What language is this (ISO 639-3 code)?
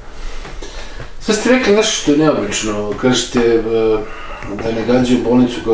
srp